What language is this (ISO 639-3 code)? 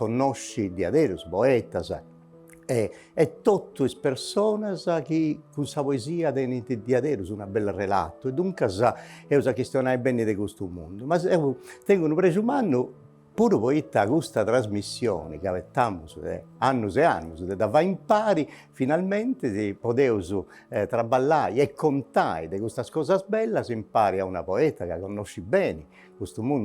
srd